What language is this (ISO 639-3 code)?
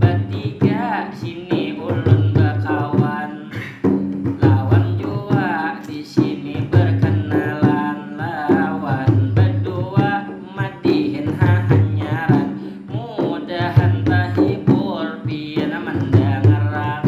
bjn